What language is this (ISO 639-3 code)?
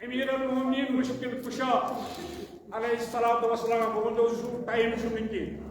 kas